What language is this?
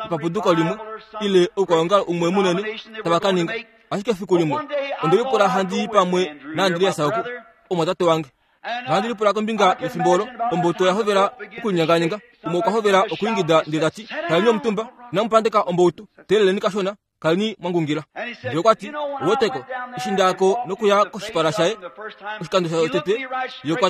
Kuanyama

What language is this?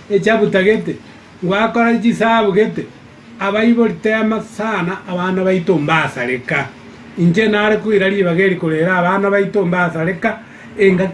Gusii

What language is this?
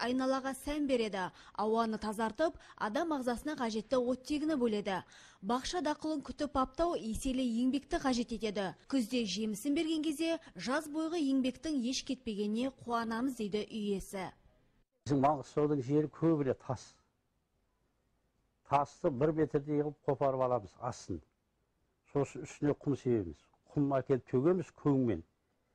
Kazakh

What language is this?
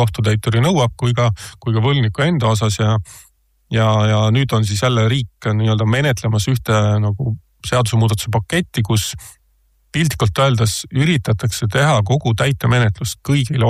Estonian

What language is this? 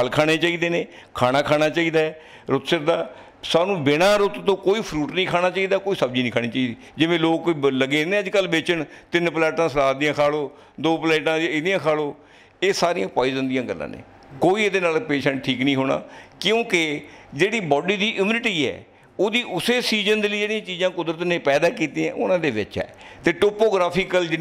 Punjabi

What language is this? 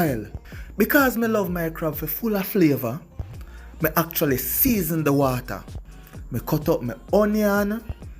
Jamaican Creole English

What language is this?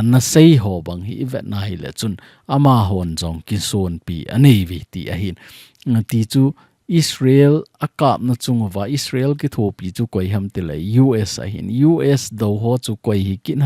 Thado Chin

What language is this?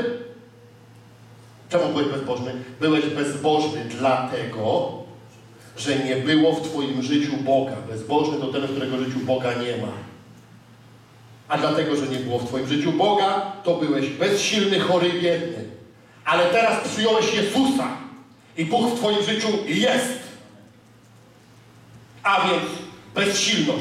Polish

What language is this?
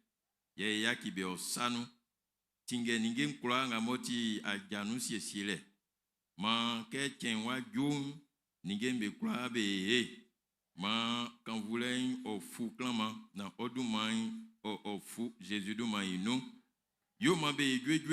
Baoulé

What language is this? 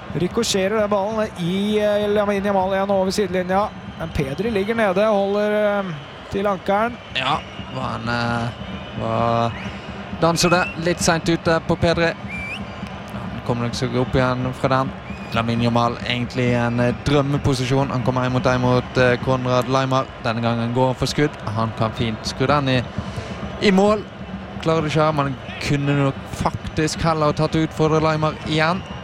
Norwegian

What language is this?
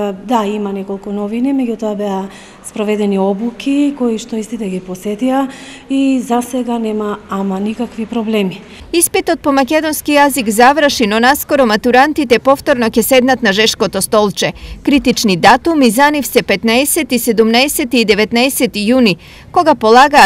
Macedonian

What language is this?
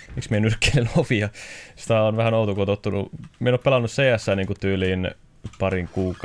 Finnish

